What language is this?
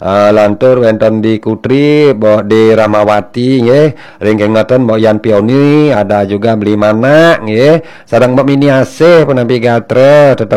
Balinese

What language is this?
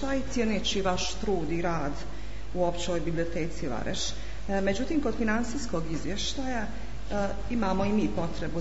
Bosnian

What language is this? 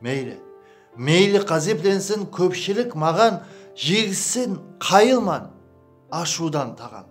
Kara-Kalpak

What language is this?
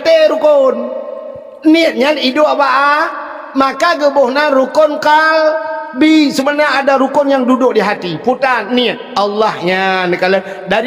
Achinese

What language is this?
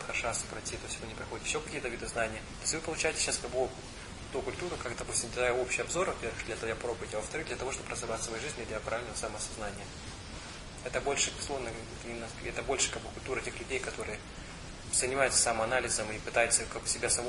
Russian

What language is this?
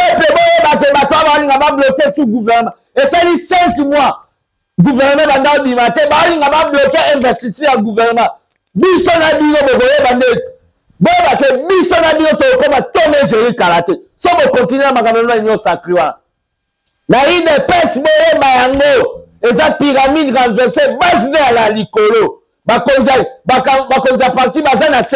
Lingala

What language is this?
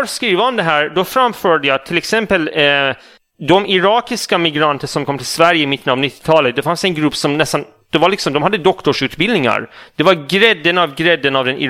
Swedish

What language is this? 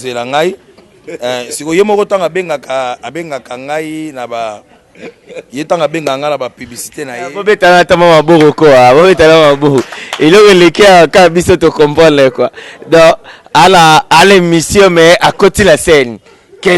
Lingala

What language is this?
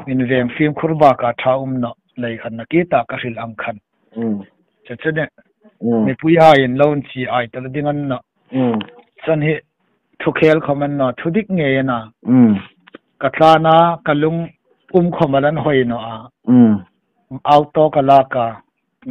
Hmar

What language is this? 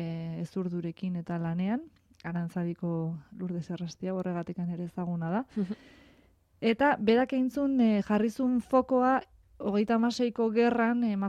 Basque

